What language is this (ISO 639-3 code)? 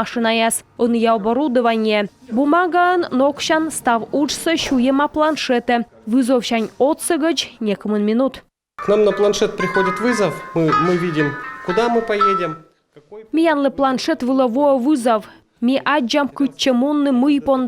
kom